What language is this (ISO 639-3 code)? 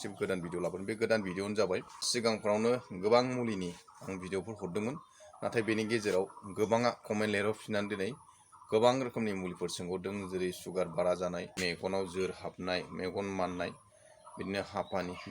brx